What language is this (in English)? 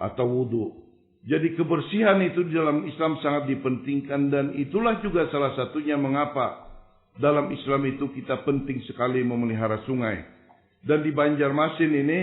Banjar